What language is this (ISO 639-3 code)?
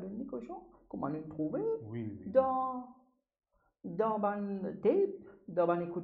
mfe